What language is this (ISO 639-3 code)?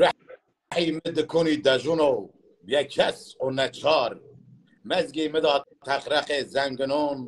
zza